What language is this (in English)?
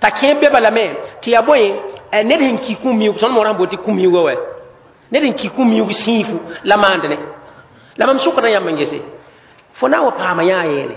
Mossi